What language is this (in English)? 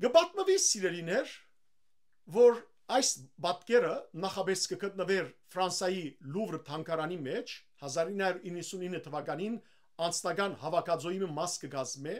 Western Armenian